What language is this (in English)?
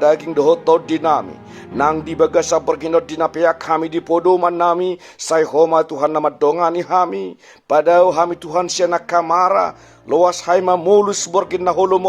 Batak Toba